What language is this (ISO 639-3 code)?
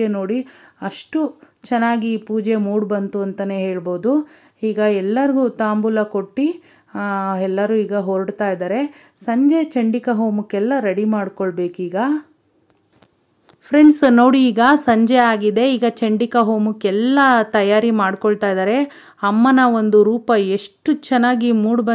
kan